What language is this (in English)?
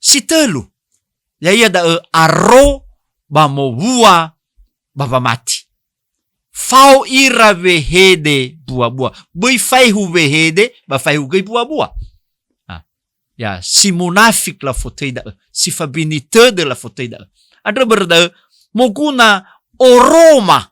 Nias